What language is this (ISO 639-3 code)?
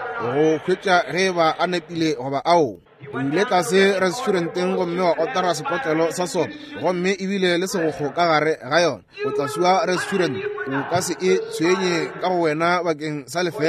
nso